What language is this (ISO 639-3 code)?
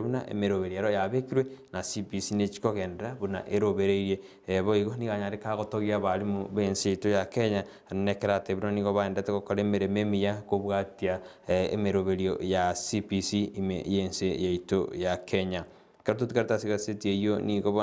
guz